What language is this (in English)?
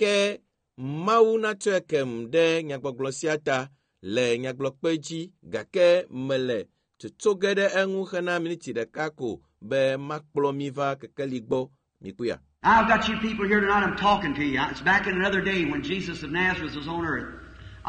Ewe